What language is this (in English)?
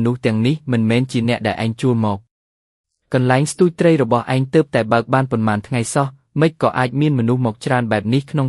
Khmer